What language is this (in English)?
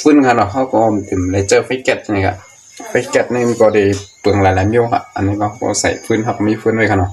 Shan